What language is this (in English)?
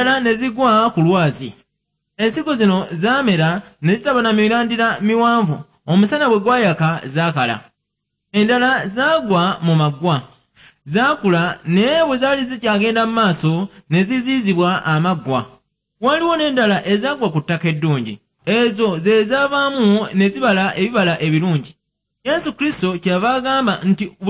Ganda